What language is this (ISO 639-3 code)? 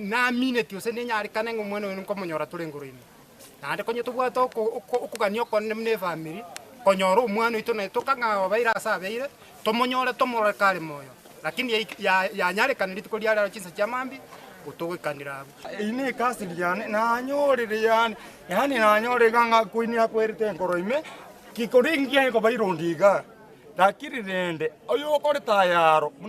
guz